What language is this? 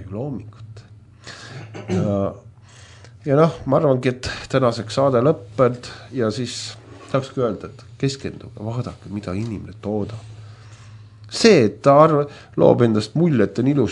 Estonian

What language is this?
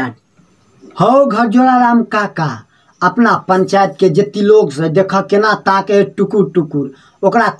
Maithili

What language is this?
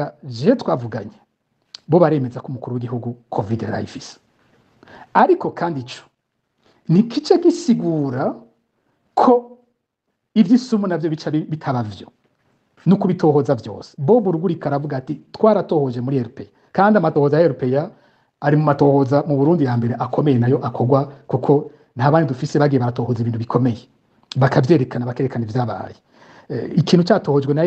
Rundi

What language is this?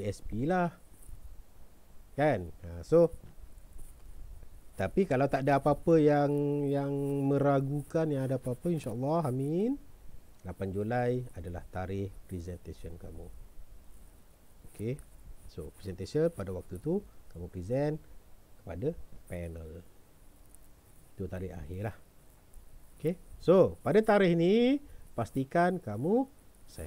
Malay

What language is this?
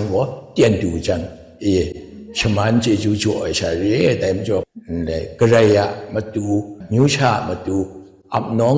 Kachin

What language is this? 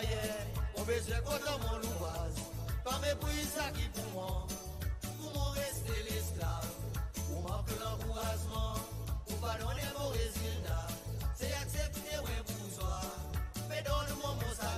Seselwa Creole French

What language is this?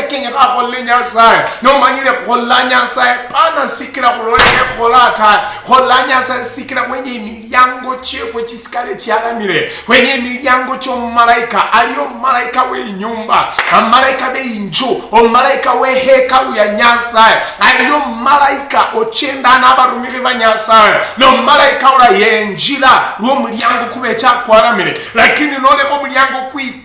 Luyia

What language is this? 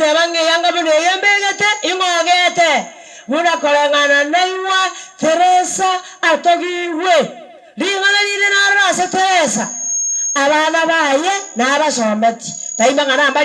Gusii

